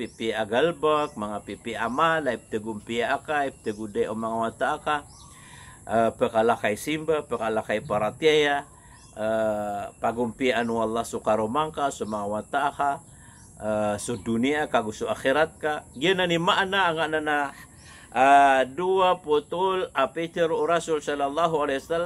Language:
Maranao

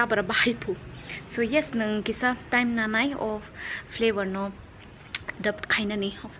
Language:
Kok Borok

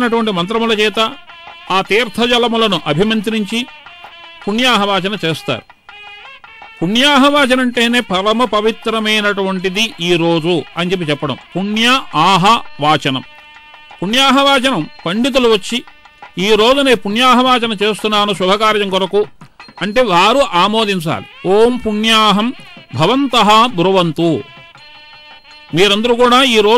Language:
Telugu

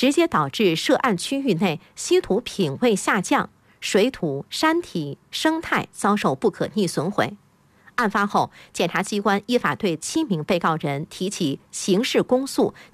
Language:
Chinese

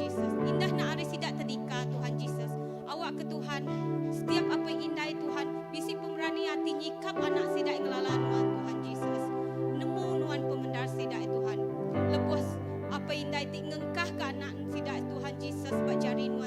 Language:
Iban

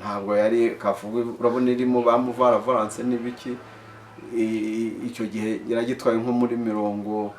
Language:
Kinyarwanda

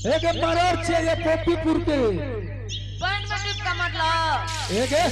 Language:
Angika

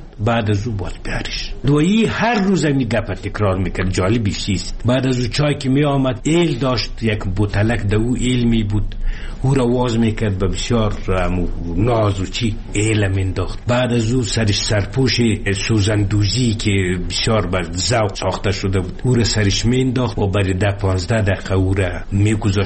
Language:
Persian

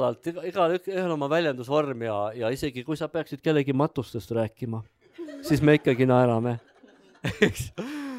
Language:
Estonian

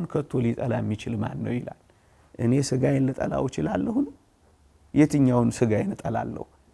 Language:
Amharic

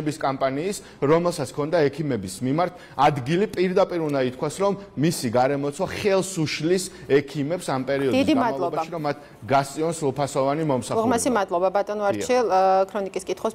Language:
Georgian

